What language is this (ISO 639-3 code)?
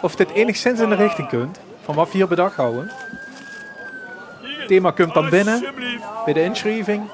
lim